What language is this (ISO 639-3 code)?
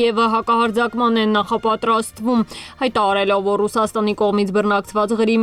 hye